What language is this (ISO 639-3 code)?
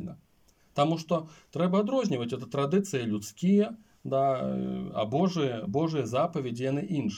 bel